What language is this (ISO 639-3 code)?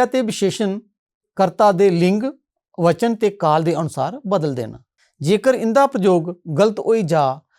doi